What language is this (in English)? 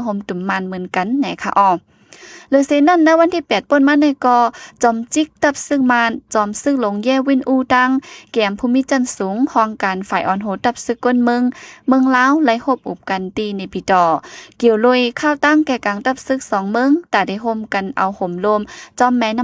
Shan